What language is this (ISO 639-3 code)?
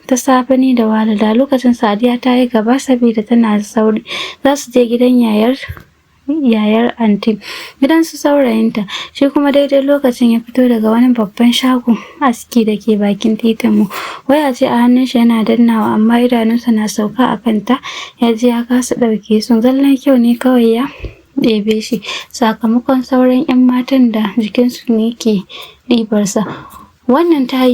hau